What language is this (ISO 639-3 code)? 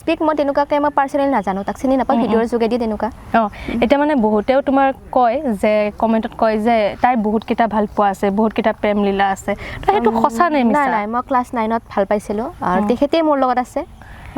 asm